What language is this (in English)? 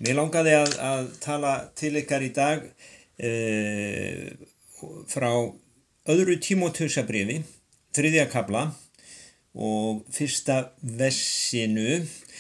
Icelandic